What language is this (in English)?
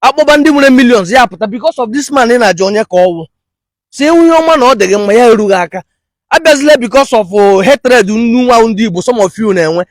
Igbo